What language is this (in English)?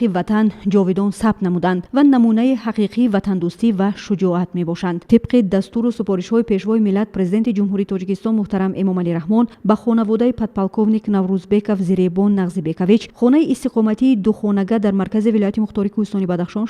Tajik